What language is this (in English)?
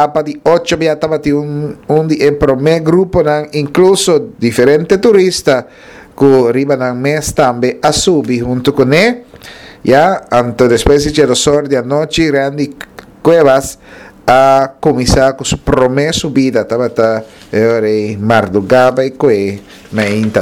Papiamento